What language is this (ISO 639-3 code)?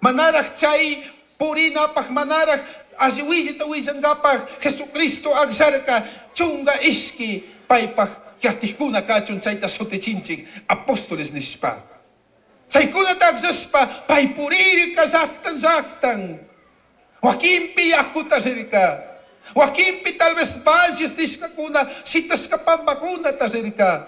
qug